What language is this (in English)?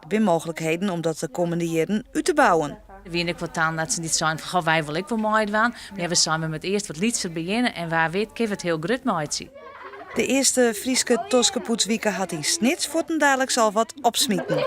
Western Frisian